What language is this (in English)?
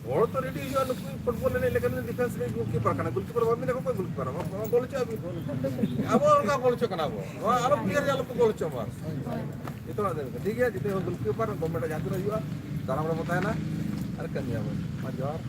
Santali